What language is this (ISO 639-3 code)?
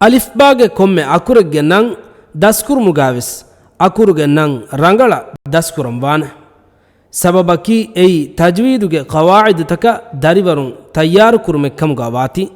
div